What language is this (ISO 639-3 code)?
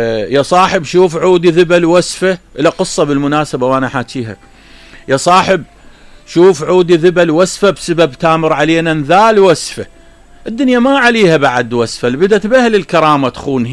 acm